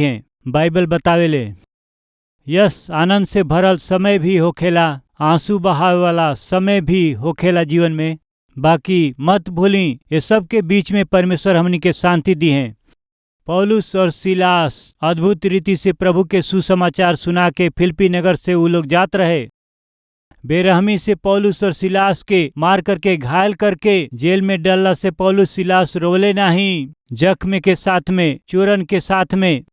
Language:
Bhojpuri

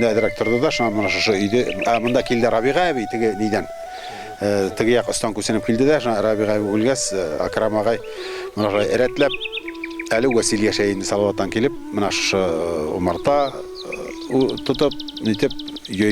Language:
Bashkir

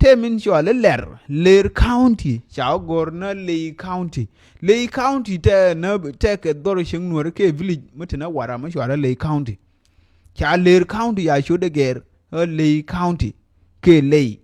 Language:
Nuer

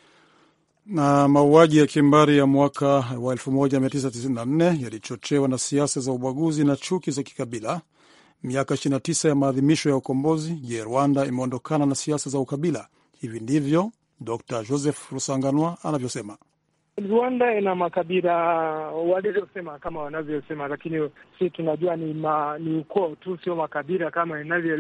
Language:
Swahili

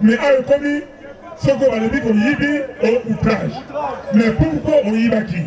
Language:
Lingala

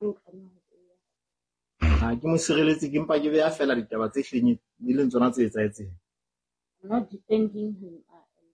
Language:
Southern Sotho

